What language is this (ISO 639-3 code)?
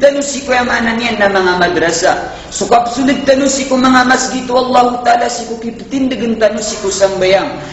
mrw